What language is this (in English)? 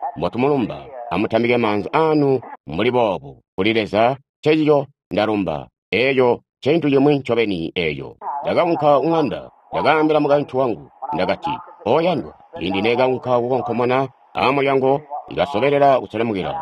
Tonga (Zambia)